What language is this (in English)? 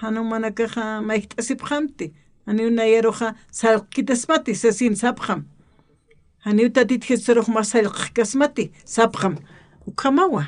Aymara